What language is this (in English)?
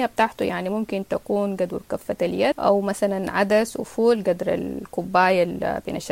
Sudanese Arabic